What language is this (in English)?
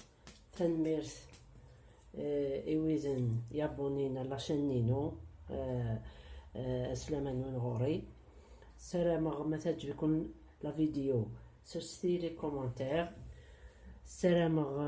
Kabyle